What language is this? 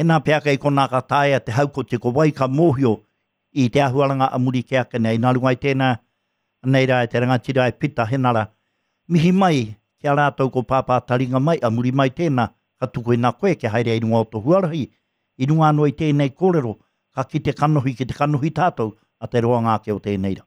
Māori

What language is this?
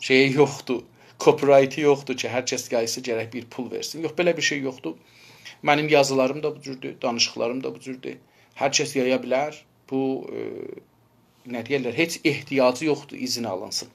South Azerbaijani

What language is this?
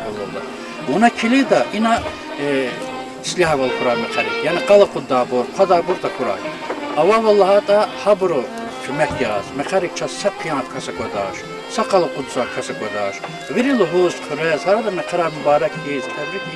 Lezghian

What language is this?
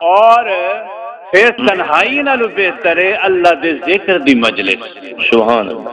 Saraiki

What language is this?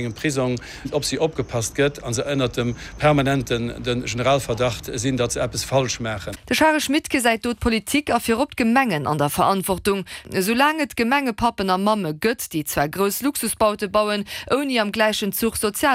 Luxembourgish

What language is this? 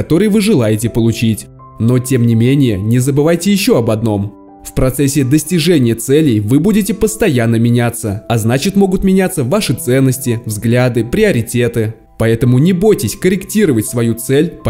Russian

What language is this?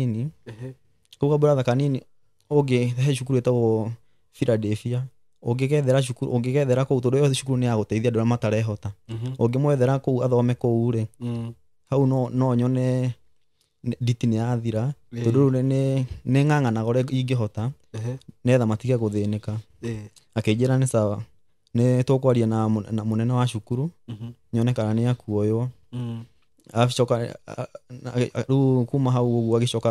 Kikuyu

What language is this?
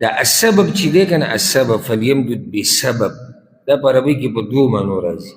Pashto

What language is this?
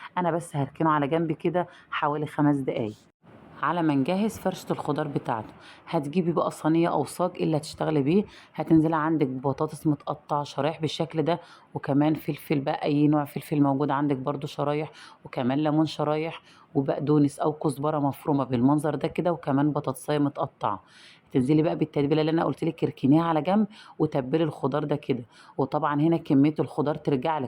Egyptian Arabic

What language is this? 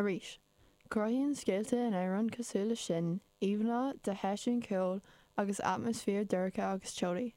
Irish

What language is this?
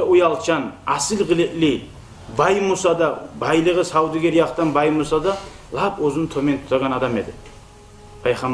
Kumyk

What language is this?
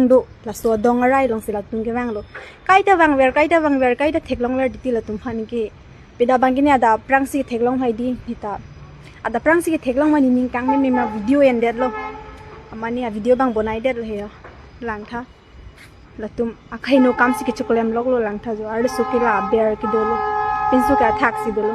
Karbi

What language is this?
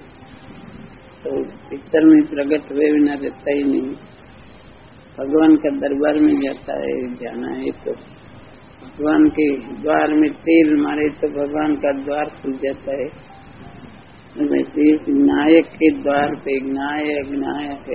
Gujarati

